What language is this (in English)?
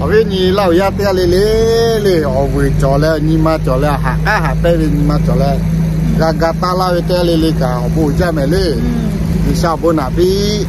Lahu